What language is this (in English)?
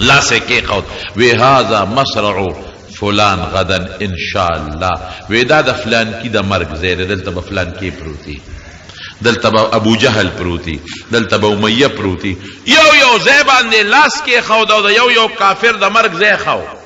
Pashto